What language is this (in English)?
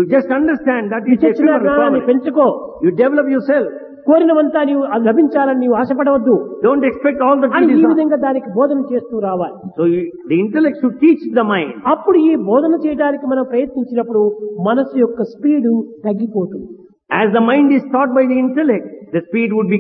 Telugu